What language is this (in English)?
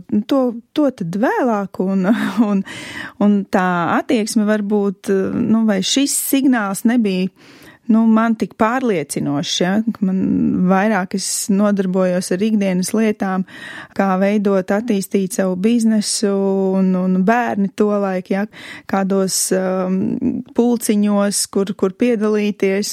Latvian